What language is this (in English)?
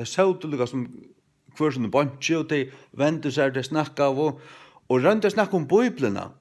Faroese